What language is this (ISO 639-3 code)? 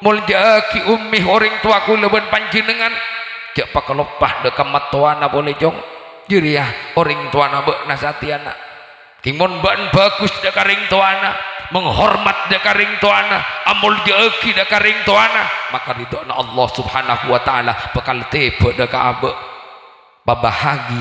mad